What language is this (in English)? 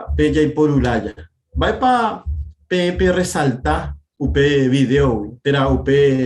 Guarani